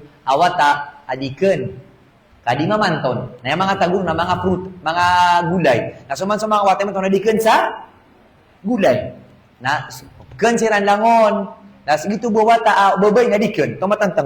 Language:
Maranao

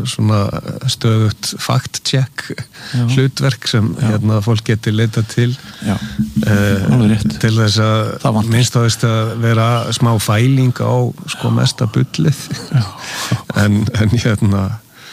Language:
Icelandic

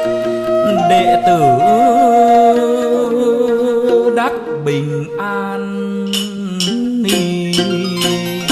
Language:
Vietnamese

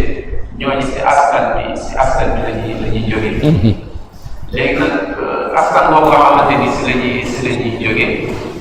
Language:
Wolof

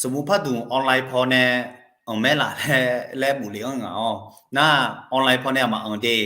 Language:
Akha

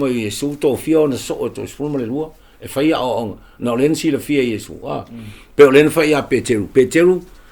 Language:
Samoan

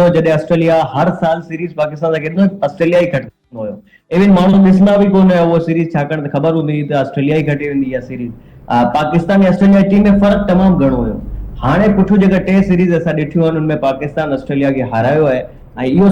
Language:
Sindhi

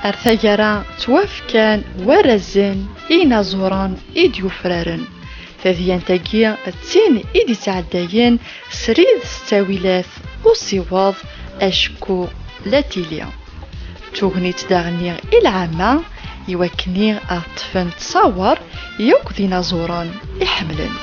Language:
Kabyle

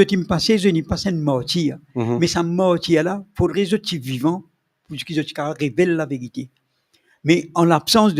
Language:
Morisyen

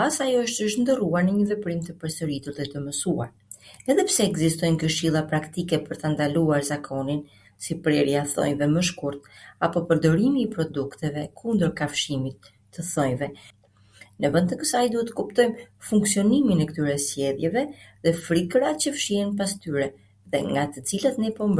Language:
Albanian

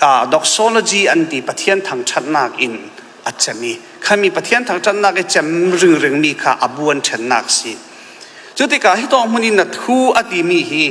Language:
Falam Chin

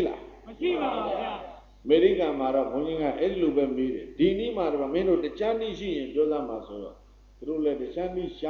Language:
Burmese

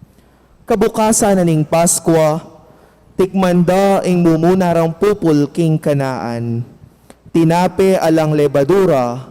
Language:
Pampanga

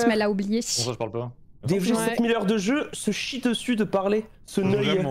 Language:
French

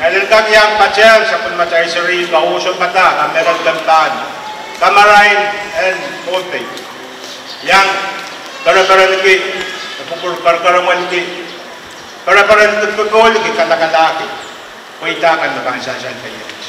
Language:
Pohnpeian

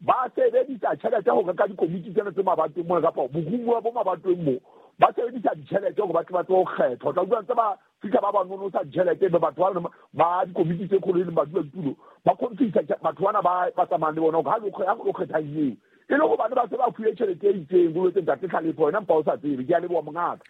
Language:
Southern Sotho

